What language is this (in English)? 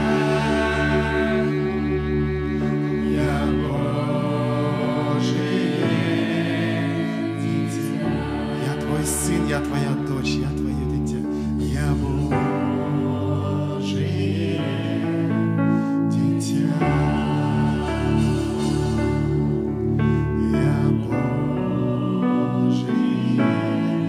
Russian